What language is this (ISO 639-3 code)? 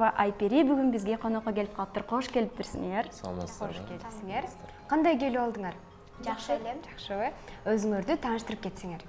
kir